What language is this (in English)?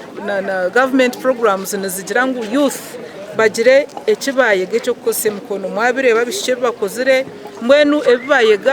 Nyankole